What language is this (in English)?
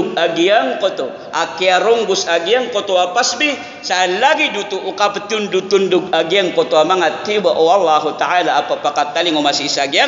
Maranao